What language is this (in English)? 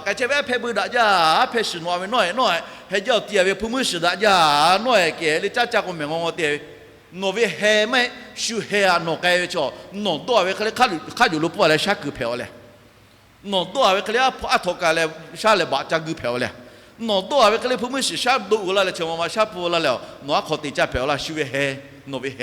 Lahu